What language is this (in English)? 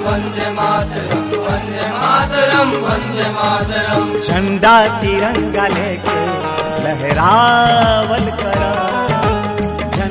Bhojpuri